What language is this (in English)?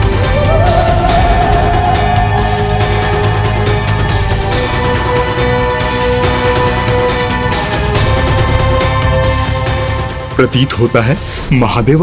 Hindi